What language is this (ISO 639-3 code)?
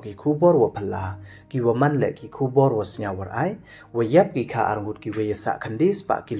pbv